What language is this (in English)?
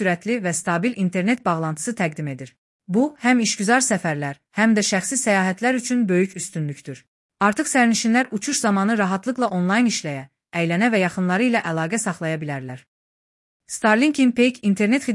Azerbaijani